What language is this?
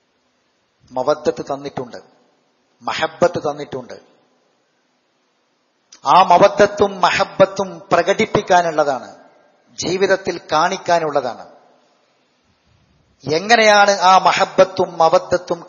Malayalam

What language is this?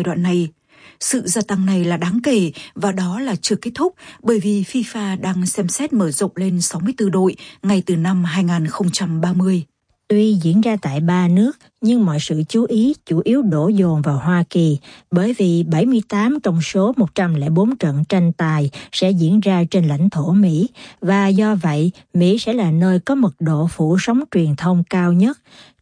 Vietnamese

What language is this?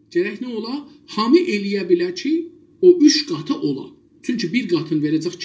South Azerbaijani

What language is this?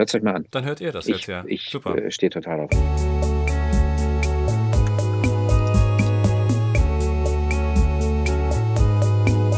German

